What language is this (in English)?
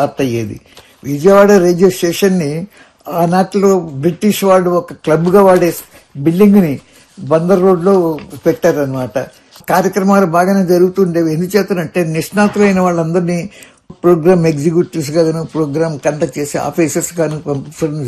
Telugu